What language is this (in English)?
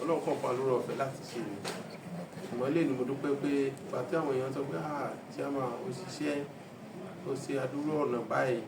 Yoruba